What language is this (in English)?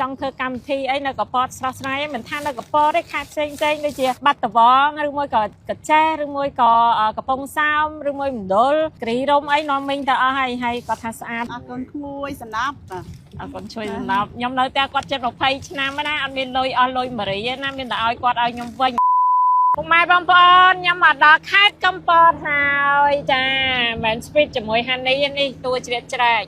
Khmer